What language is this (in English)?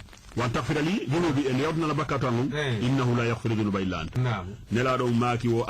Fula